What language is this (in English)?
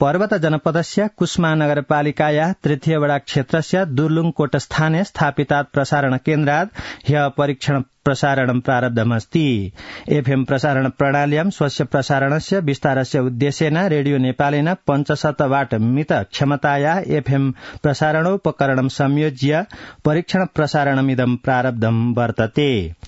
Sanskrit